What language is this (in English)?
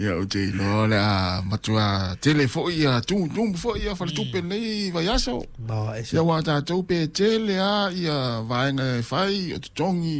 Samoan